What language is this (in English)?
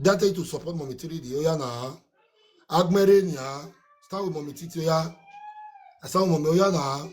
Nigerian Pidgin